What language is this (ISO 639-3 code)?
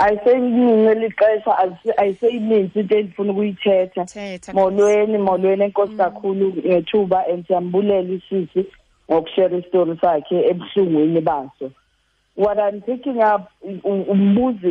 xho